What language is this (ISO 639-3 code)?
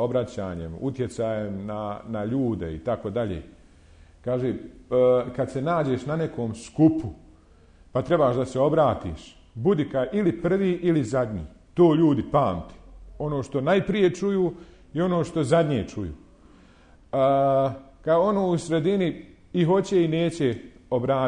bos